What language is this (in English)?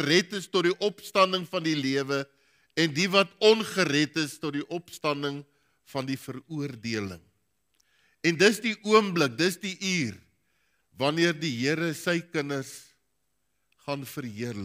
Afrikaans